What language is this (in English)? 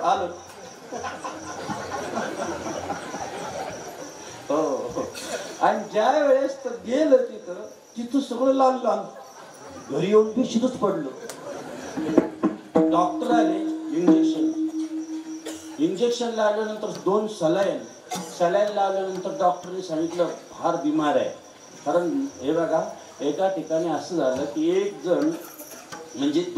Marathi